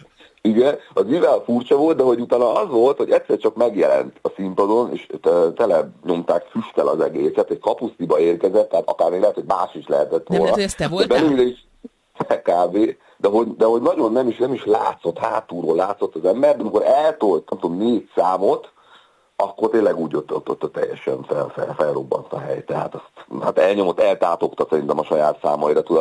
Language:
Hungarian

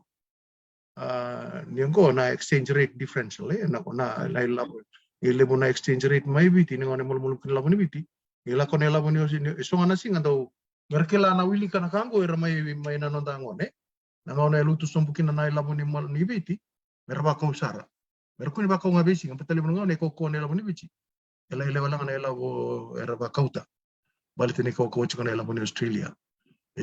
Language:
Fijian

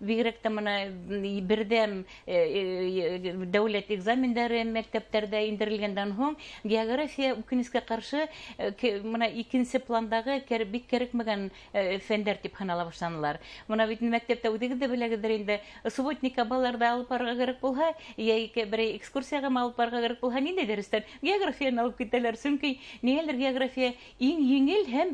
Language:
Bashkir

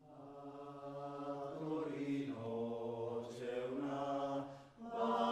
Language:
Italian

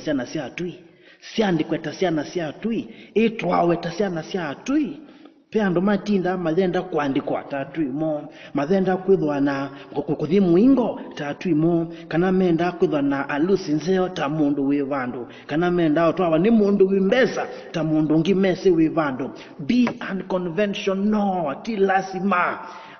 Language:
Kamba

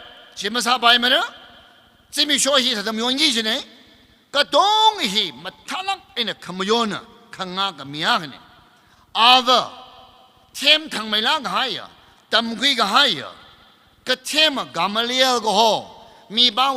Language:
Tangkhul Naga (India)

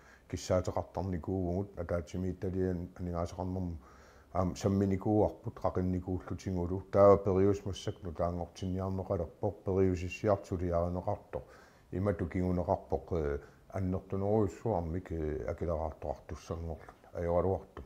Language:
Kalaallisut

